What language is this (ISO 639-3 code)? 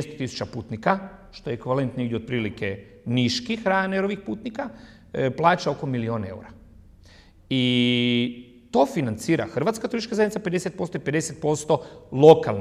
hrv